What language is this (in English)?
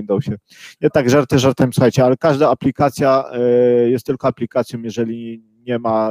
Polish